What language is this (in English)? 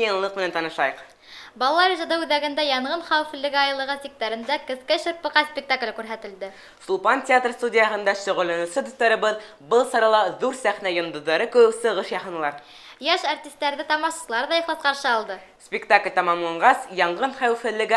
Bashkir